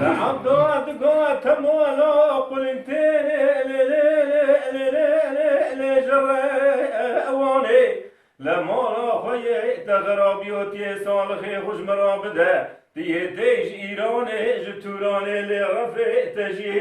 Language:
Kurdish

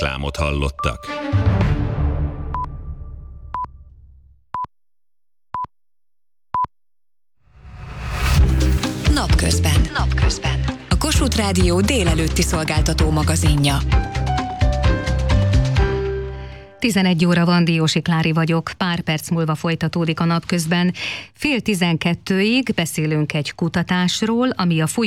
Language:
Hungarian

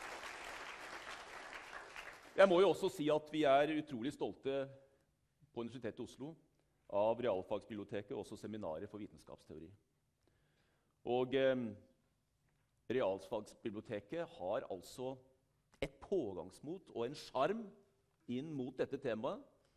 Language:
Norwegian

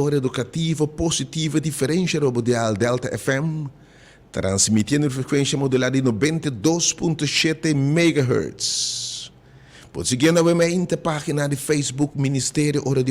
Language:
Papiamento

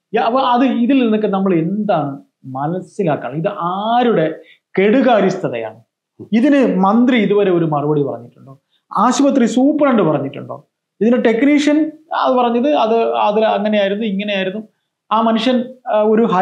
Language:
Malayalam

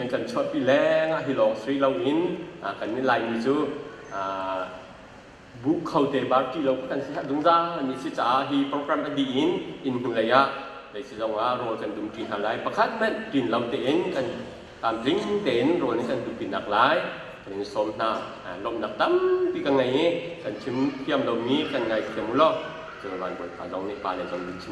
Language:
Hakha Chin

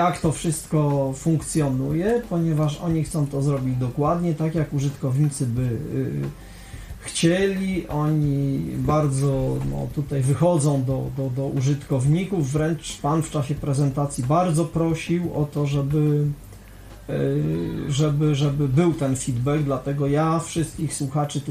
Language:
Polish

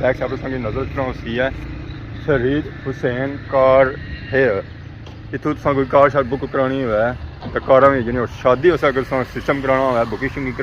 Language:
Pahari-Potwari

